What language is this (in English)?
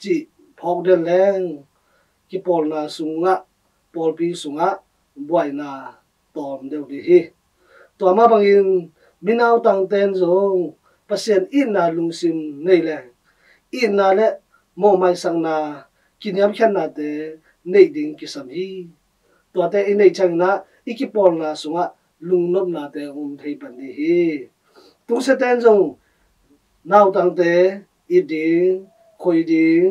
Tedim Chin